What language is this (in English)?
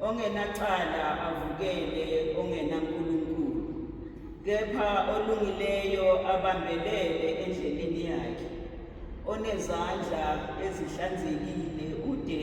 Zulu